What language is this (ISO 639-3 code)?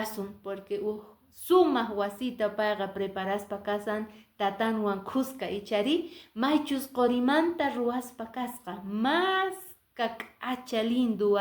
que